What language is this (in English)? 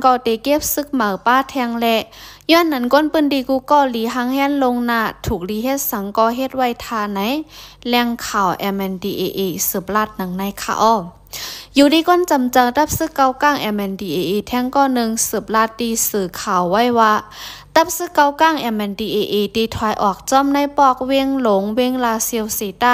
Lao